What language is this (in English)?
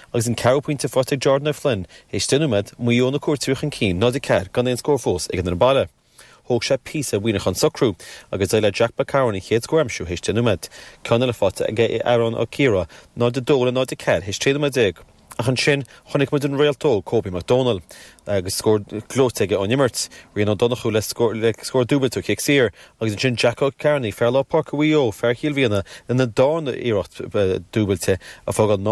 Irish